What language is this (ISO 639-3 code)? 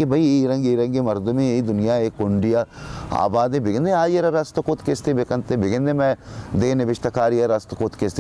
bal